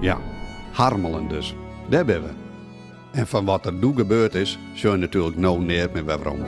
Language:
Western Frisian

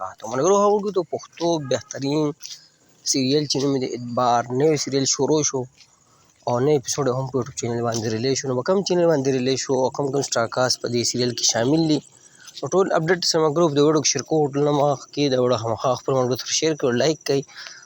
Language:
Pashto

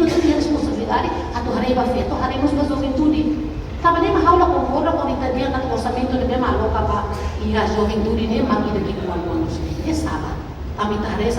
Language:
Tetum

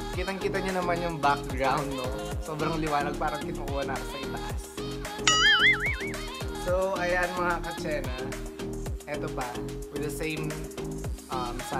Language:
Filipino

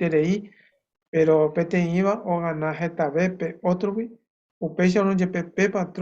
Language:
Guarani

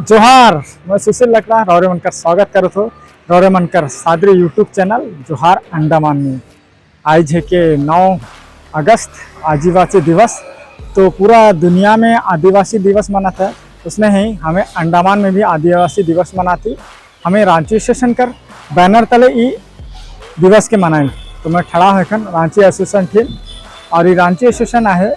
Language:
Sadri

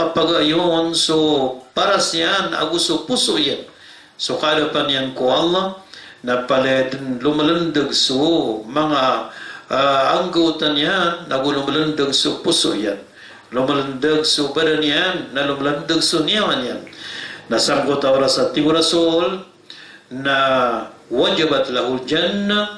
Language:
Maranao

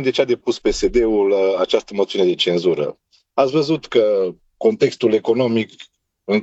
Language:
Romanian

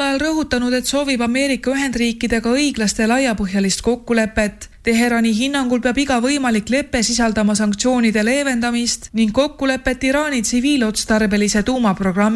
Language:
Estonian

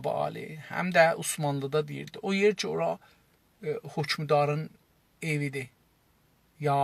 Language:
South Azerbaijani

